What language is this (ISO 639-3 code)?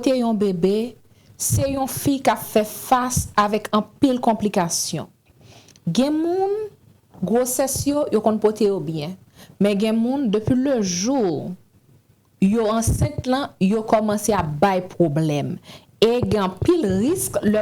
hat